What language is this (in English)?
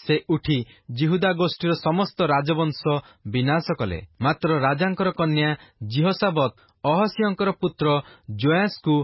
Odia